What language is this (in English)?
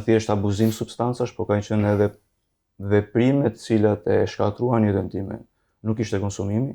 Albanian